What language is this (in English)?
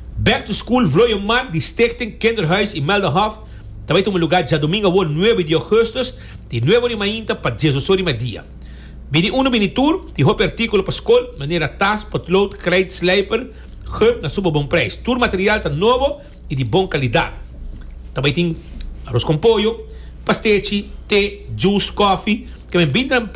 Papiamento